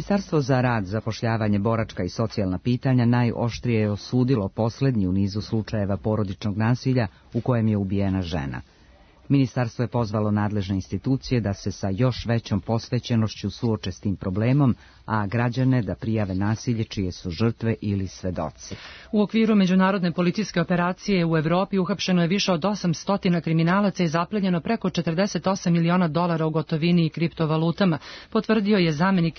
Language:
Serbian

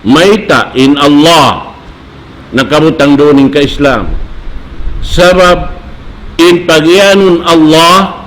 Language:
Tausug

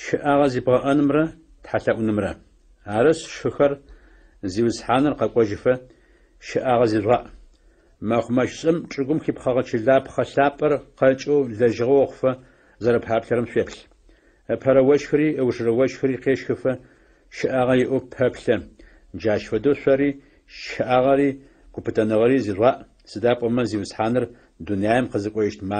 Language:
Adyghe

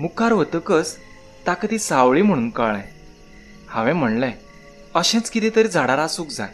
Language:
Konkani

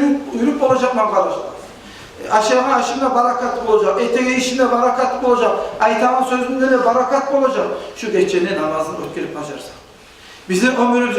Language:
Kumyk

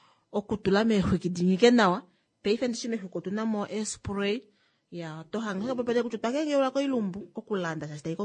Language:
Kuanyama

